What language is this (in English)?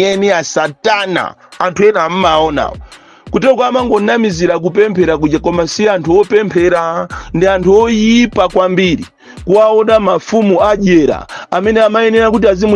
Nyanja